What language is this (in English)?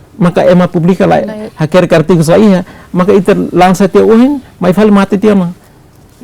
Tetum